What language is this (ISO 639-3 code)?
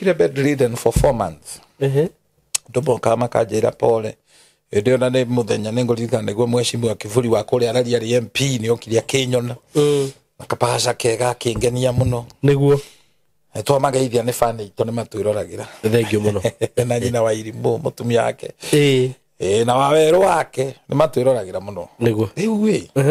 kik